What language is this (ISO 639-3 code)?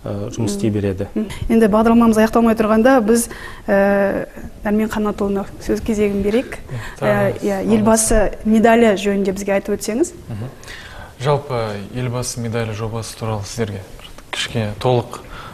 kaz